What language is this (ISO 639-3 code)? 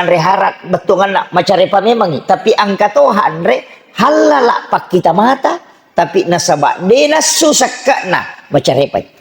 bug